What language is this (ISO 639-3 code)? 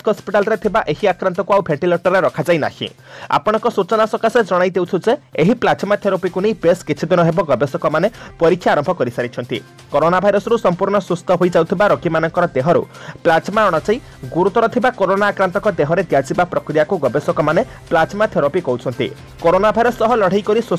ori